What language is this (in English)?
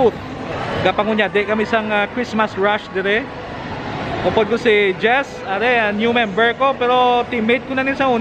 Hiligaynon